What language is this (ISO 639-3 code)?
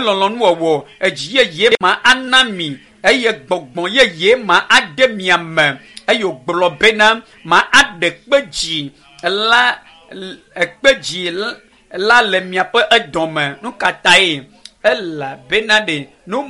ewe